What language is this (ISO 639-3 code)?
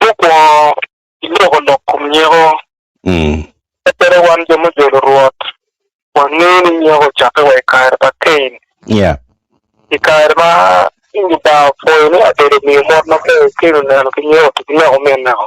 ach